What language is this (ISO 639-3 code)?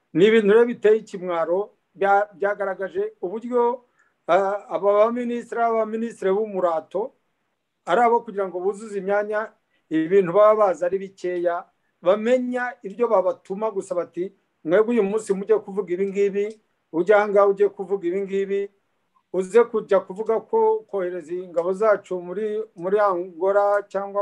kin